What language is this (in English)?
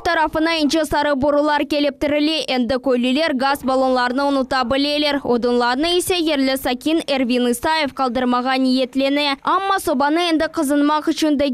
Crimean Tatar